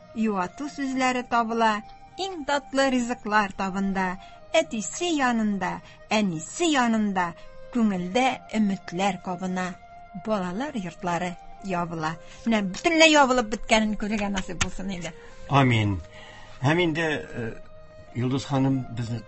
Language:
Tatar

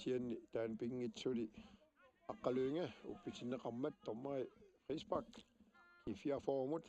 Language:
Kalaallisut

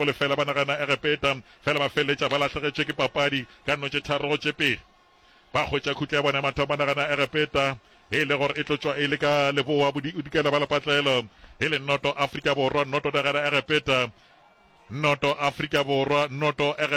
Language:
Northern Sotho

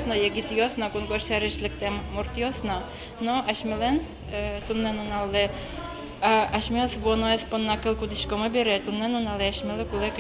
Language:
Udmurt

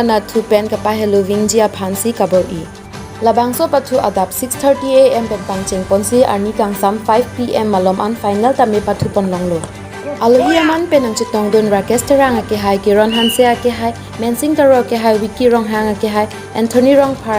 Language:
Karbi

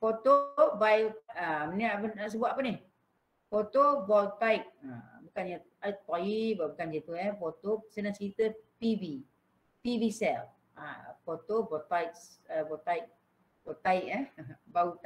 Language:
Malay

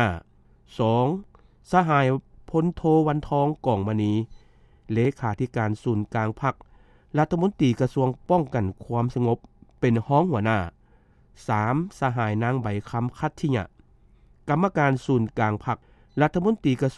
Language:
Lao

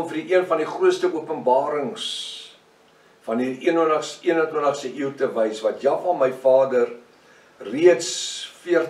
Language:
Afrikaans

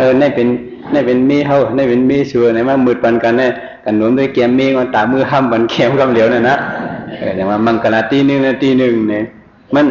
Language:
Shan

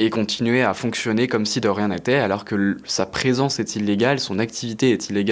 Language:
French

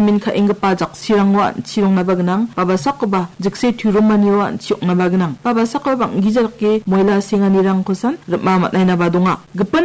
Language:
Garo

